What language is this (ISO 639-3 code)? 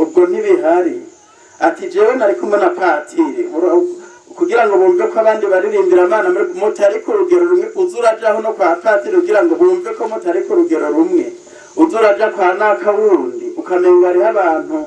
run